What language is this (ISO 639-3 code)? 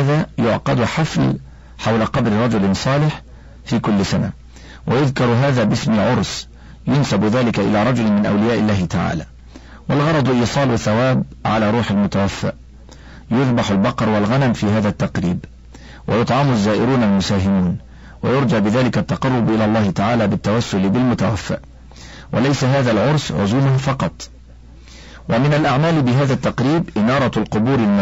ara